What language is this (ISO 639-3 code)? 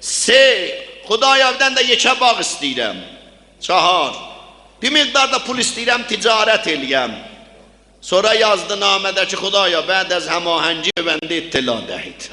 azb